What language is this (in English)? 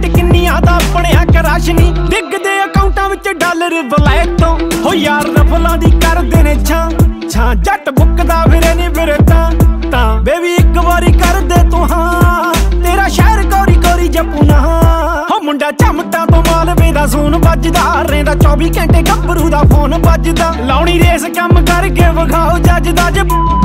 Punjabi